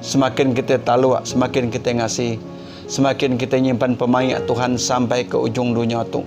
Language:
Iban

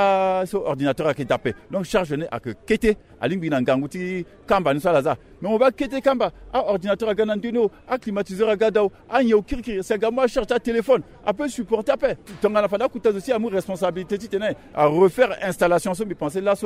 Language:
Sango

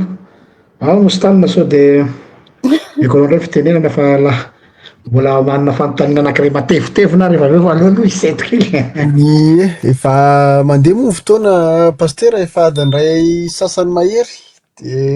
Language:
Malagasy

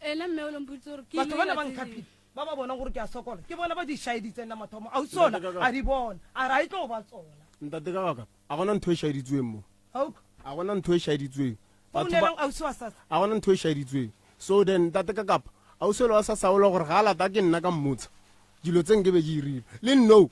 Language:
Northern Sotho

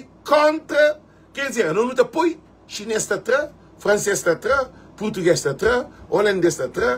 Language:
Kabuverdianu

